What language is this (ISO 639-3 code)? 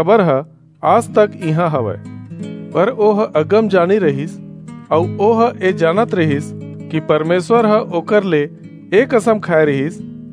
hne